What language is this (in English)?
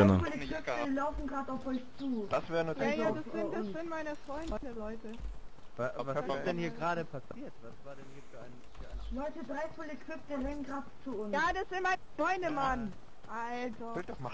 Swiss German